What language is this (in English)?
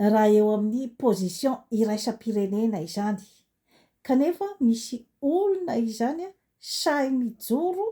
Malagasy